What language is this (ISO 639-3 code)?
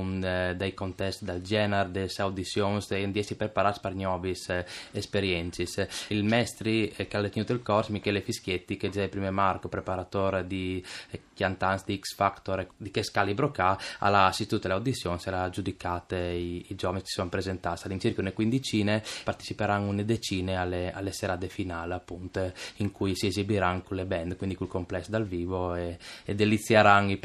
fur